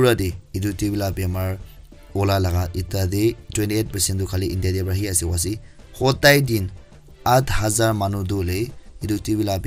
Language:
Naga Pidgin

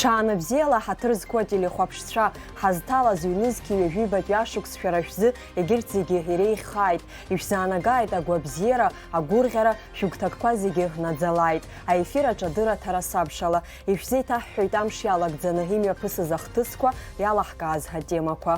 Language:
Abkhazian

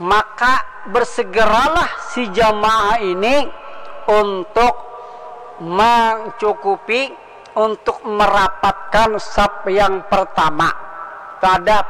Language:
Banjar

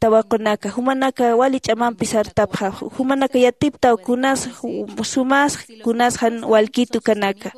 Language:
Aymara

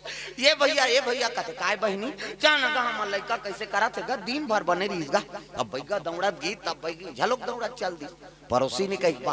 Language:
Chhattisgarhi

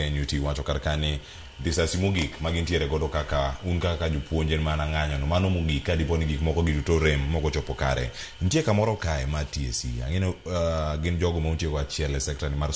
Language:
Luo (Kenya and Tanzania)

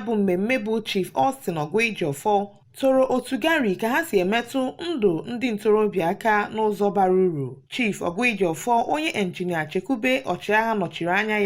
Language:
Igbo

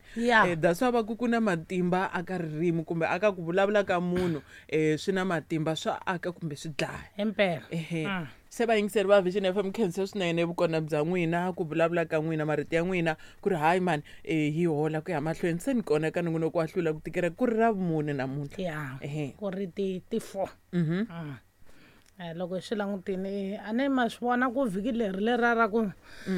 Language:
Tsonga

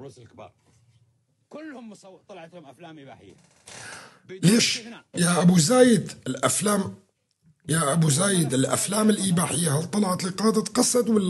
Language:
North Levantine Arabic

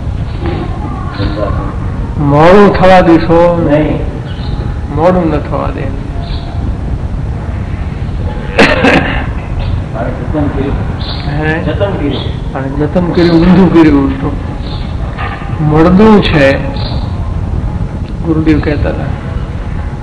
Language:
Gujarati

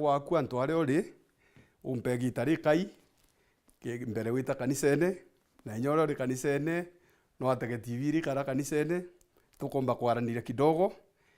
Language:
Meru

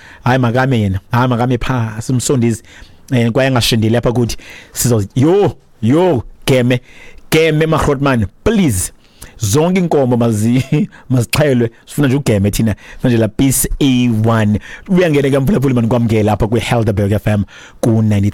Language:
Xhosa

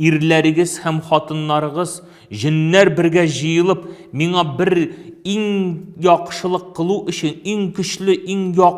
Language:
Tatar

